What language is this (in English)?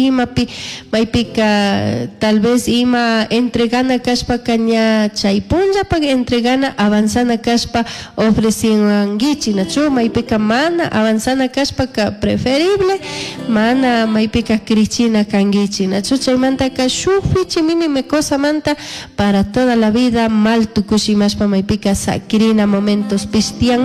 Chimborazo Highland Quichua